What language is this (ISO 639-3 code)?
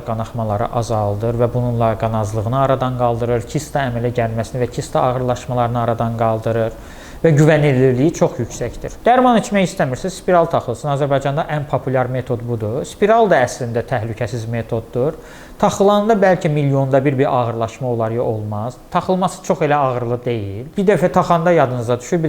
aze